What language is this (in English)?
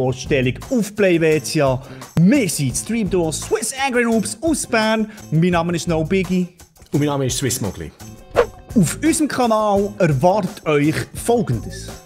Swiss German